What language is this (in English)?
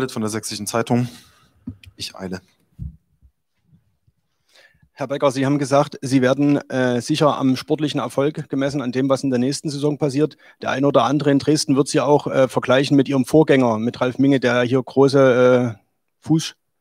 German